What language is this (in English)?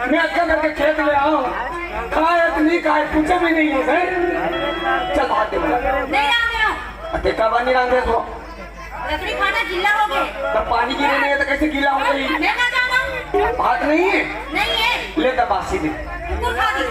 Chhattisgarhi